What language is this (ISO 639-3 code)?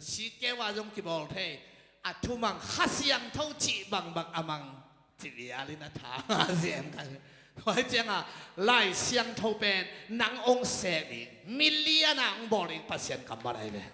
ctd